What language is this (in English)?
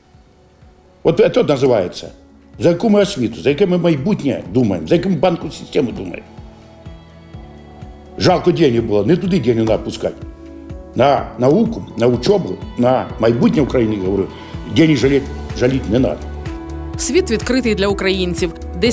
Ukrainian